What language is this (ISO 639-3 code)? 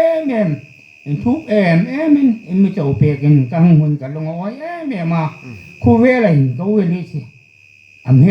hmr